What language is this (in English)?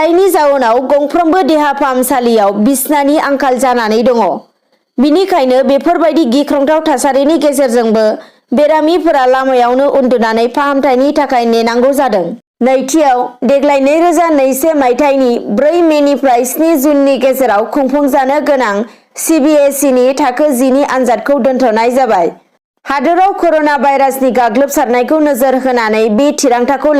Bodo